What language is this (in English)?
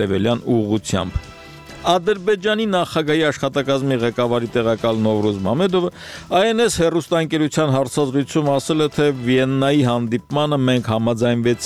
Armenian